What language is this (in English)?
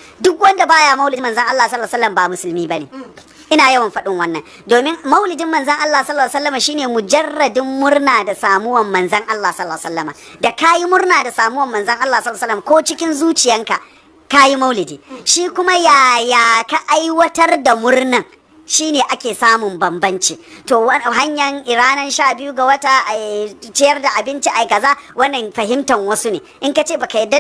Hausa